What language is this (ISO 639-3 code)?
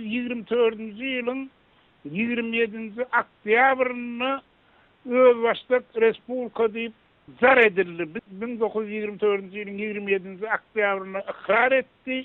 tuk